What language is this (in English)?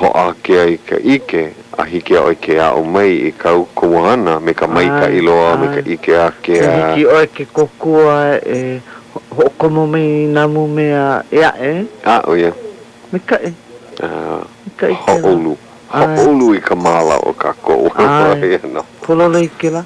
Hawaiian